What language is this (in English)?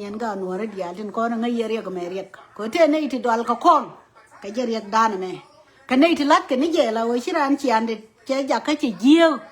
Nuer